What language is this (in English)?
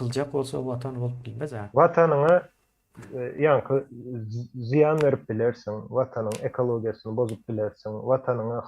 Turkmen